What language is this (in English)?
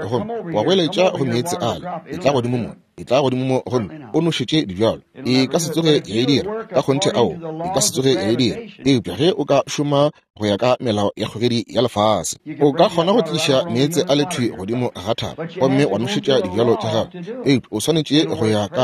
Northern Sotho